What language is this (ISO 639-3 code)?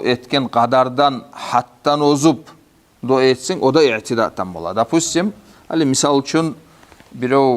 kum